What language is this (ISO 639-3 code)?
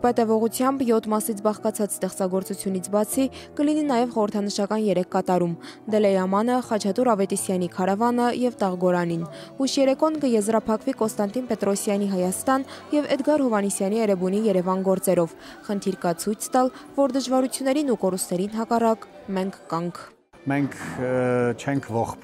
hye